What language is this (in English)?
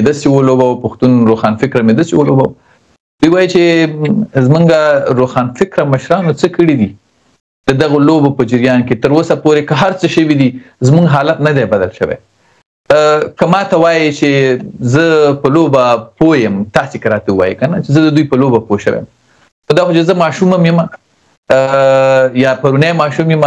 Pashto